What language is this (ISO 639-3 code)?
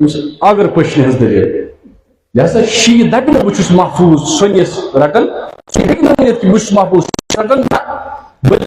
kas